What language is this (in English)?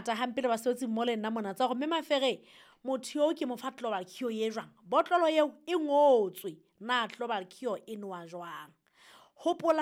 Southern Sotho